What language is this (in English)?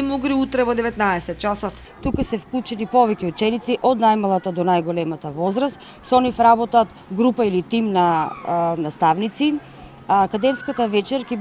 Macedonian